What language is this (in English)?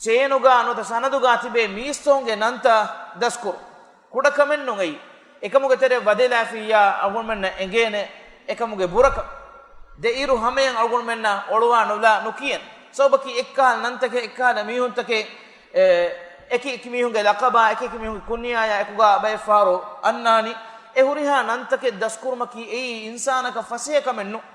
Divehi